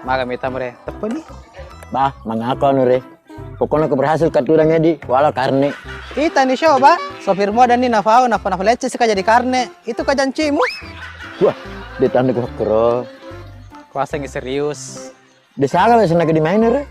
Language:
Buginese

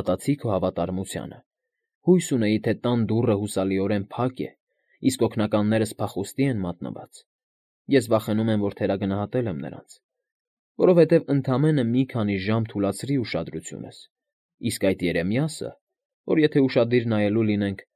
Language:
Armenian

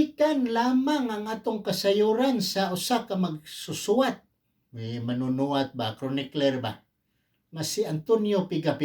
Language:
Cebuano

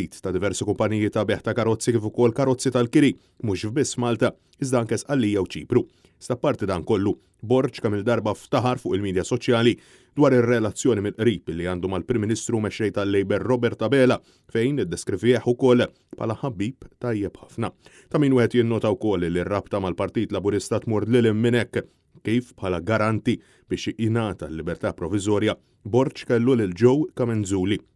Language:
Maltese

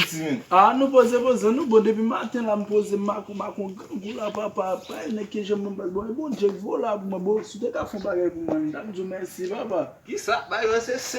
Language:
Haitian Creole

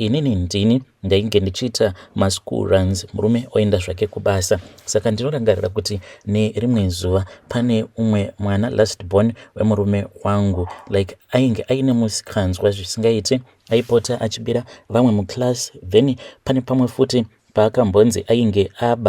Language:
Shona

